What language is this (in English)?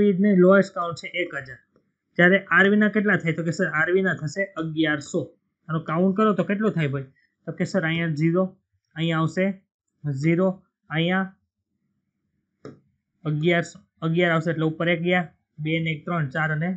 Gujarati